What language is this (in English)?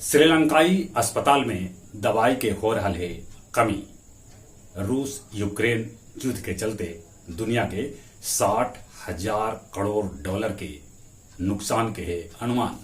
Magahi